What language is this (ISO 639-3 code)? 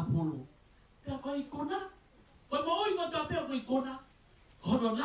ton